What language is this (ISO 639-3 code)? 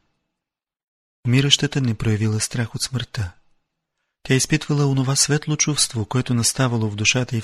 bul